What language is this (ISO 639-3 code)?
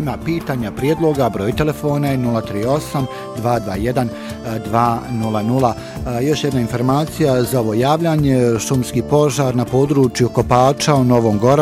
bos